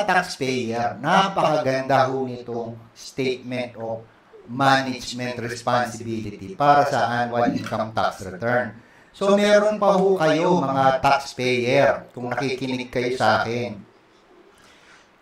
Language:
Filipino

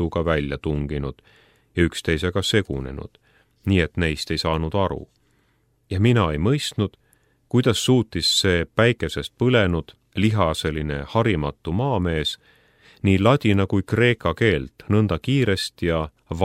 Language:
Estonian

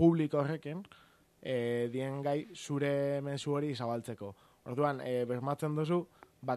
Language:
Basque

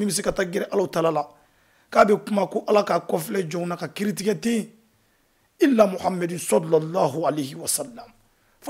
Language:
Bambara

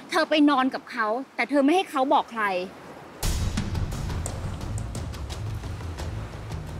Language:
Thai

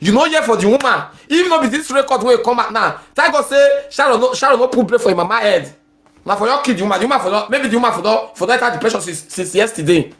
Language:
Nigerian Pidgin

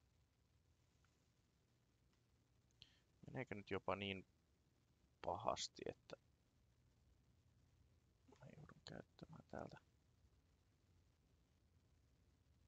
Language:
Finnish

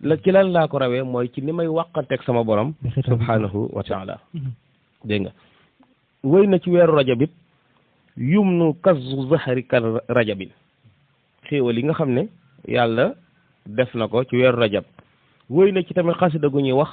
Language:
Wolof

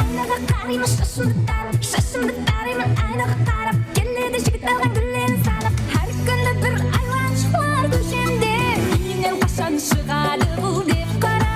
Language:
Kara-Kalpak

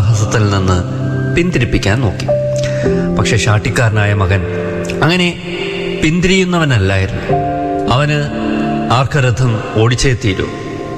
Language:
Malayalam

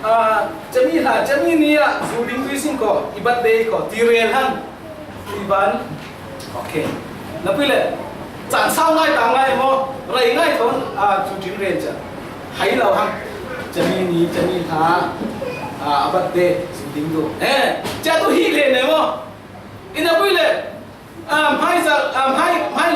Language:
Falam Chin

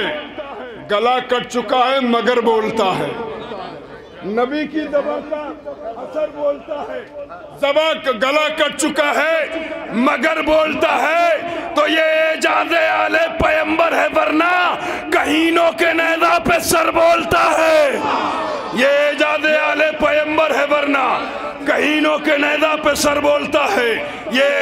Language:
Urdu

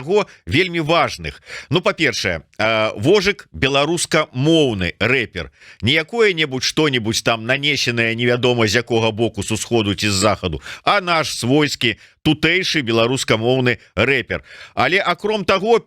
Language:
Belarusian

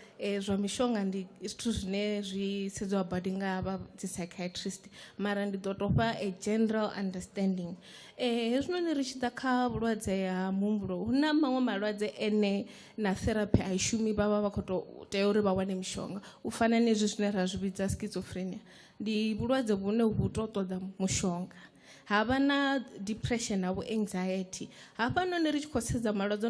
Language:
Venda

